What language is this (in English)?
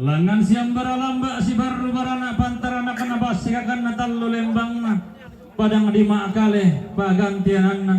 Toraja-Sa'dan